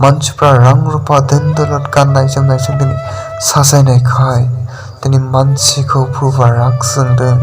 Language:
Bodo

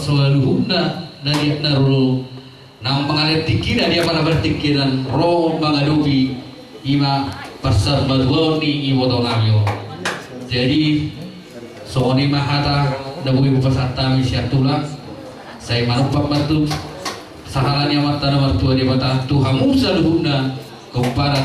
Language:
Batak Toba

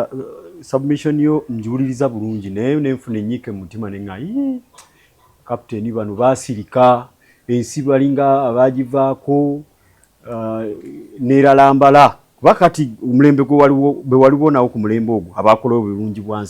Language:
Ganda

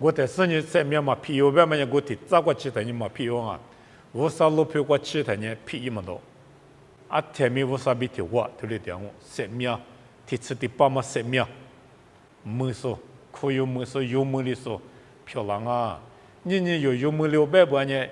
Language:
Lisu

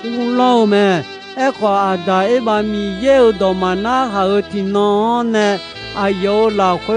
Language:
Akha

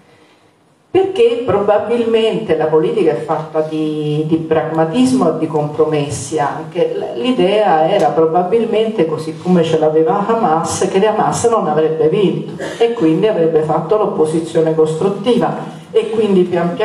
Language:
Italian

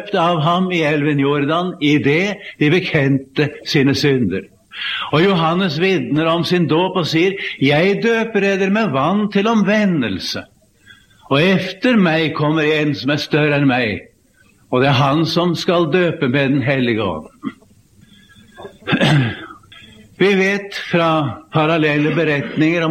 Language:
Norwegian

